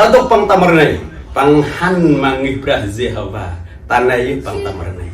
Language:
Central Mnong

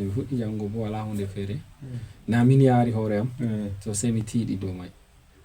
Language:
Fula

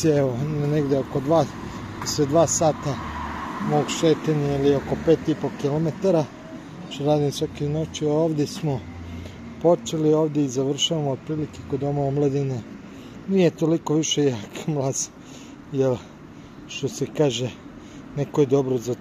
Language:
Serbian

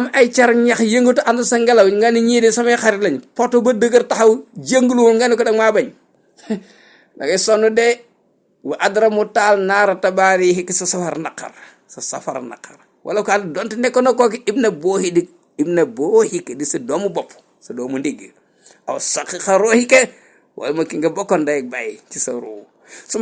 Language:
Wolof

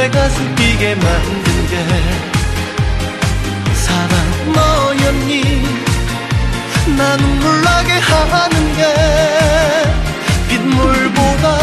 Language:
Korean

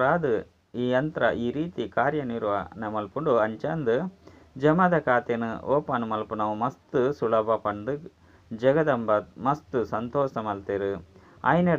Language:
Tulu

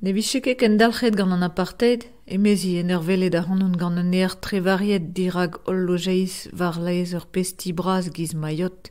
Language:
Breton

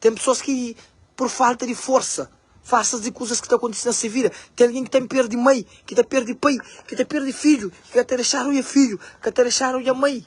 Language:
Kabuverdianu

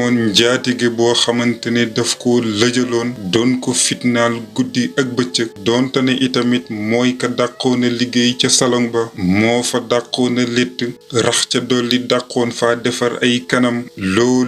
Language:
Wolof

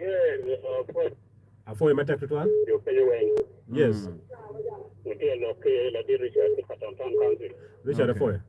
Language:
Acoli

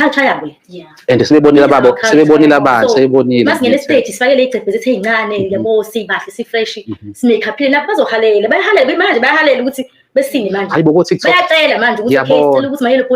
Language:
Zulu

